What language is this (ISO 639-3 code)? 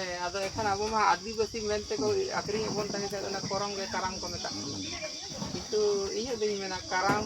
sat